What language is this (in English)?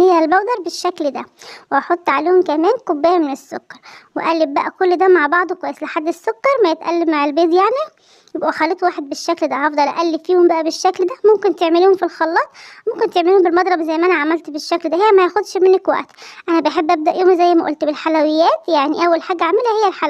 Egyptian Arabic